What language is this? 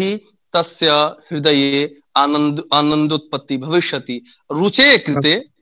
Sanskrit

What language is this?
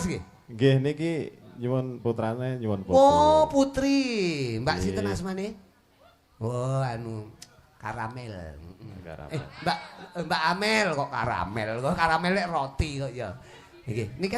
Javanese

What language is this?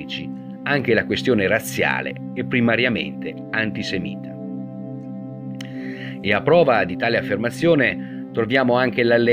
Italian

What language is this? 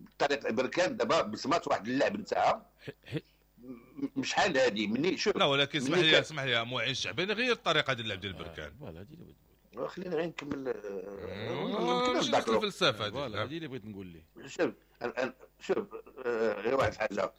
Moroccan Arabic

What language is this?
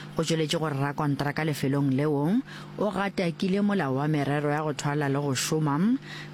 Northern Sotho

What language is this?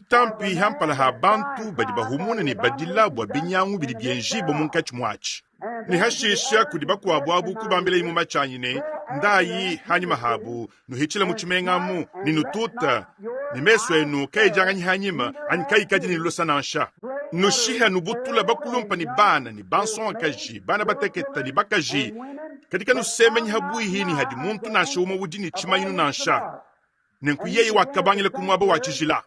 Luba-Lulua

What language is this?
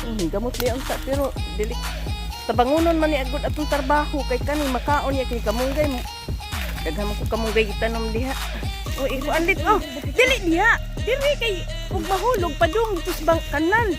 Cebuano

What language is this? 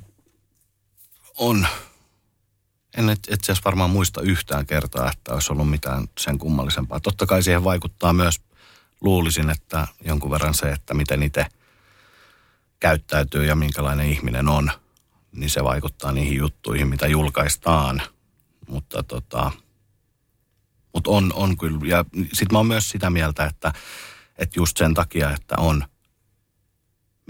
Finnish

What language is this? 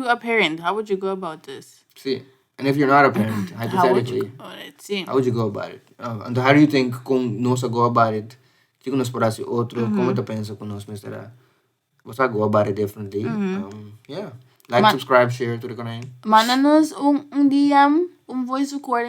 Papiamento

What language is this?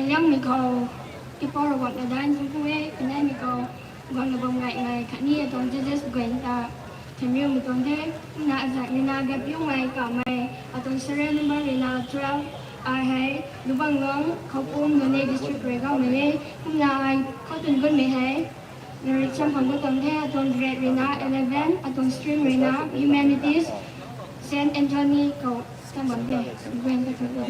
Rongmei Naga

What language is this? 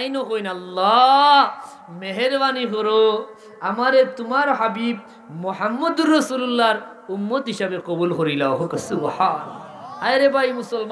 Sylheti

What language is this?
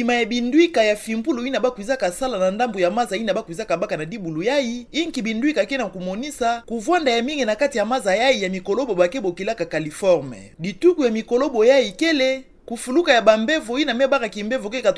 Kituba (Democratic Republic of Congo)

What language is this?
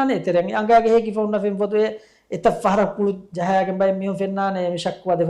Divehi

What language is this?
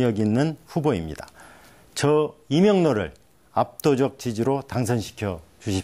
Korean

